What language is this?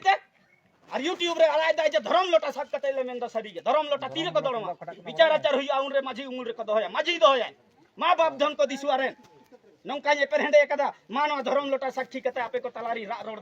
Santali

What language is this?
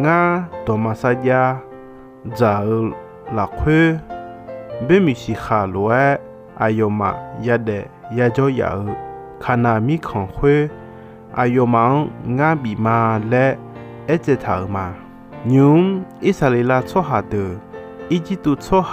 Akha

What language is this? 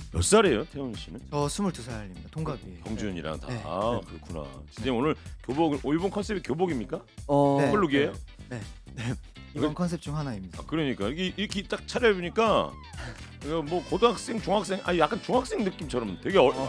Korean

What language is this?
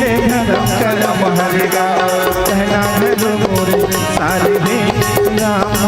Chhattisgarhi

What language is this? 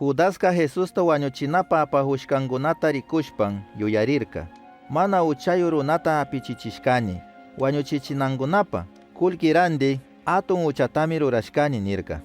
Chimborazo Highland Quichua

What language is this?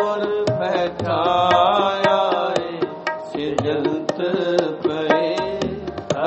Punjabi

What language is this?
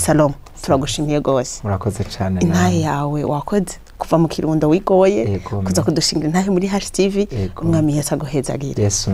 Rundi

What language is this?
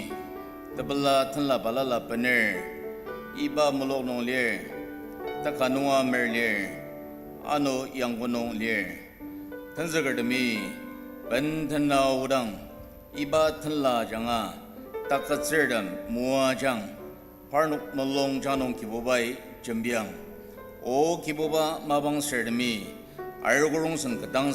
Ao Naga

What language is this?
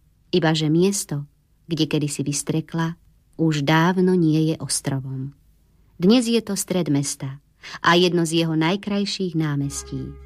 Slovak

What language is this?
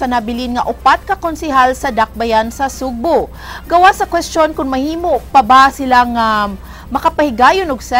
Cebuano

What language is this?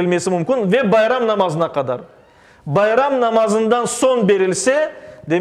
Crimean Tatar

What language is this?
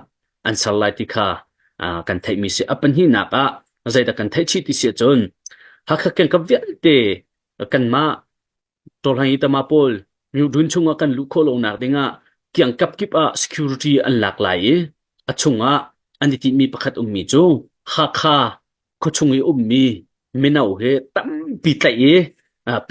Hakha Chin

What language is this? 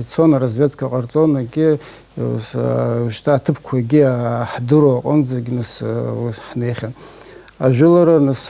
Abkhazian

